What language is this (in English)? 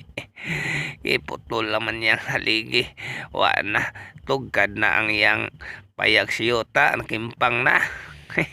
Cebuano